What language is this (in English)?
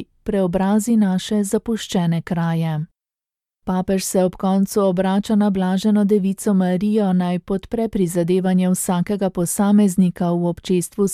Slovenian